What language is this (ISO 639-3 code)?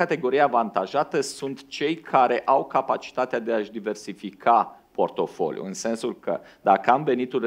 ron